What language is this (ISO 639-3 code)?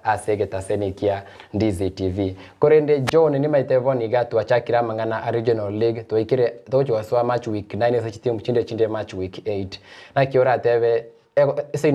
guz